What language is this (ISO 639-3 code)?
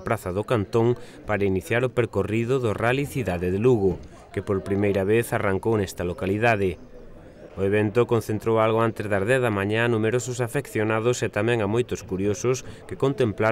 glg